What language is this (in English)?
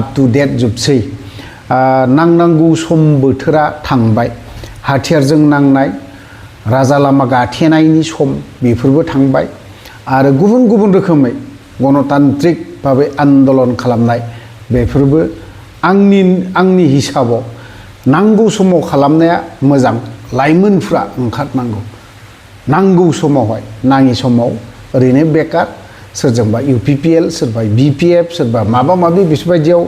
Bodo